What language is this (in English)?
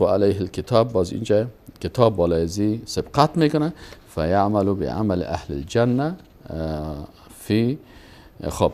Persian